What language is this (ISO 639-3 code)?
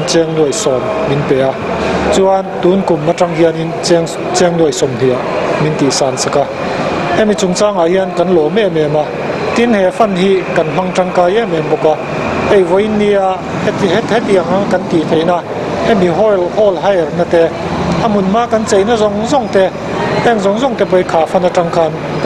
lus